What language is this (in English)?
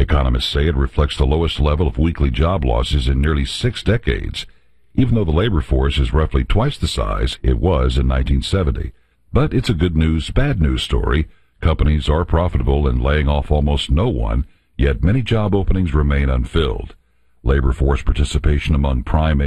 English